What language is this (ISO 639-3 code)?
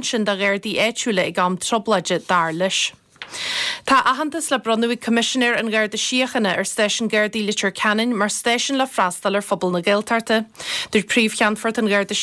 gle